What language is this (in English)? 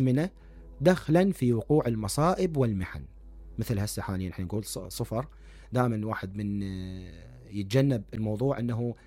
Mesopotamian Arabic